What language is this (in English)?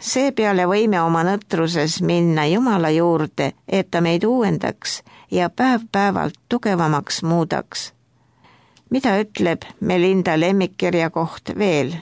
Estonian